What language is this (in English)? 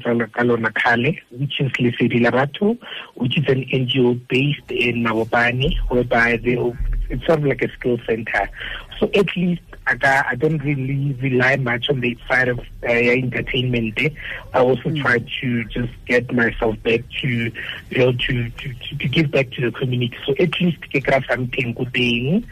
Tswana